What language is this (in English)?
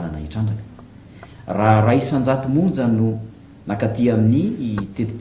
Malagasy